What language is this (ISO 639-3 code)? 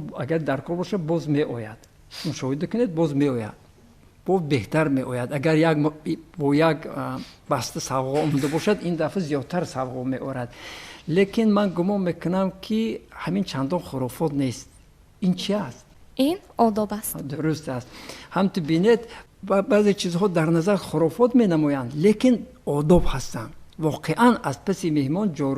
tgk